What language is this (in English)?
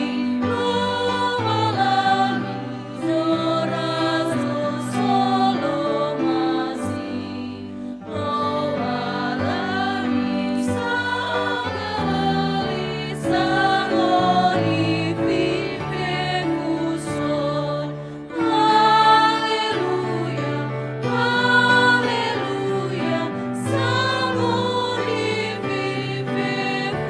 Nias